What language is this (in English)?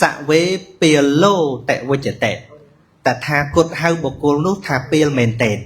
Khmer